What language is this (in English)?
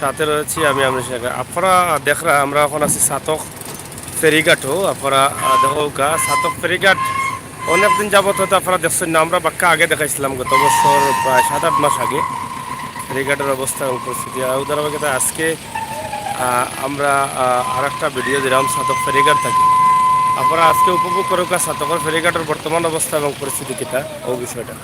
Sylheti